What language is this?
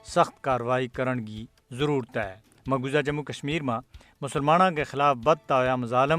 Gujari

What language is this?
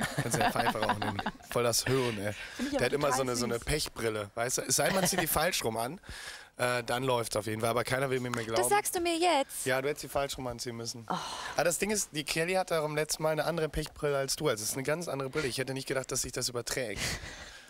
German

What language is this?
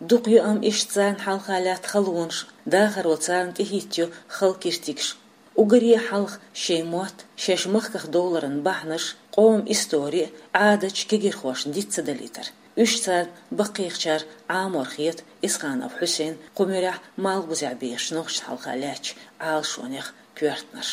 Chechen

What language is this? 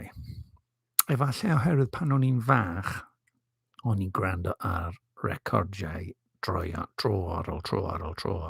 Welsh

